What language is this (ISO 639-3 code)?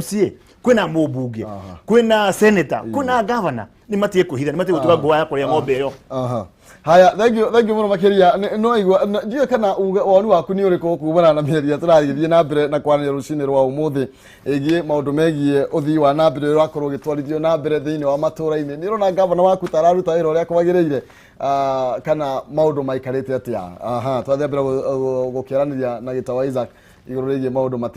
kik